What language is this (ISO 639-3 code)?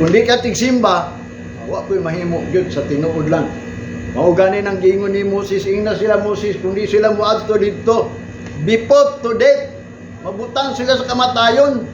ceb